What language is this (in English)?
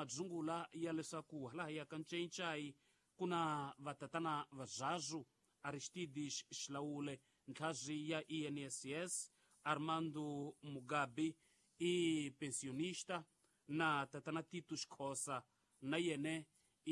Tsonga